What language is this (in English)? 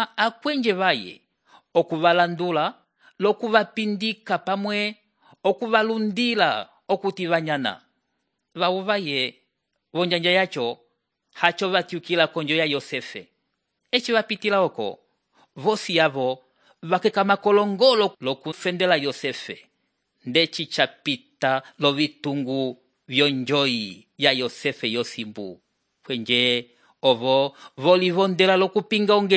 Umbundu